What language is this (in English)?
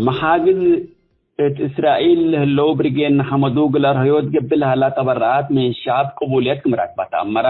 Tigre